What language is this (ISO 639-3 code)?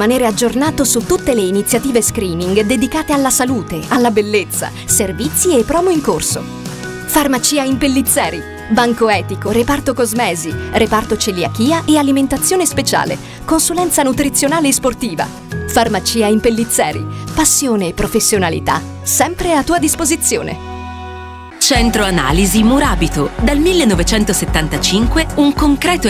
ita